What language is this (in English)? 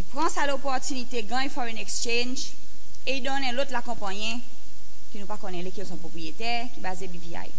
Seselwa Creole French